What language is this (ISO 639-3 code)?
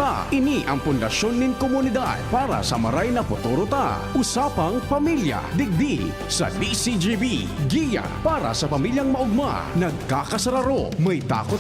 bik